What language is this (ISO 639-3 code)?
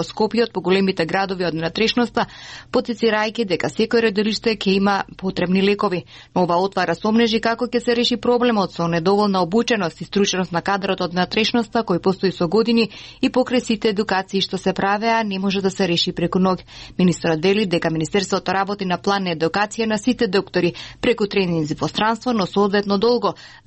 mkd